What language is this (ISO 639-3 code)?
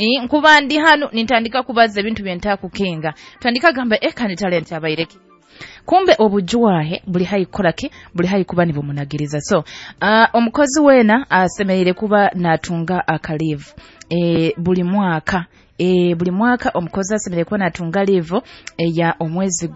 nyo